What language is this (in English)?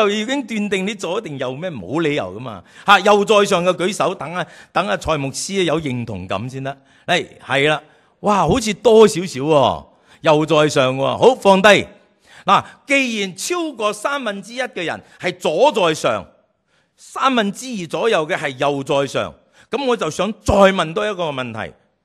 Cantonese